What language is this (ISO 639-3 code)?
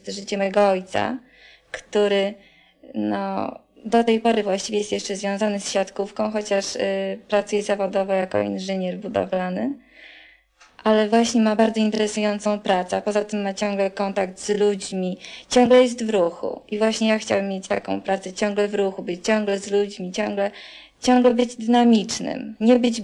pol